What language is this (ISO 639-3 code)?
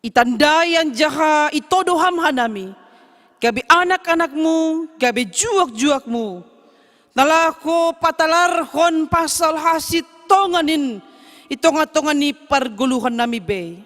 bts